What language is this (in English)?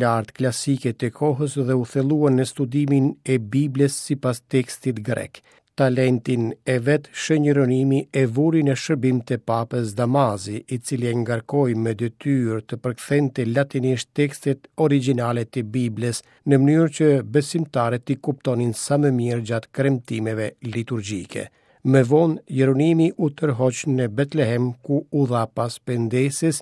Albanian